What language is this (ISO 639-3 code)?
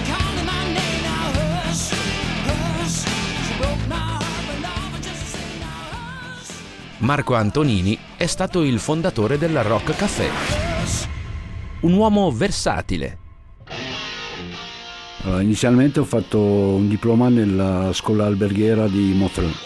ita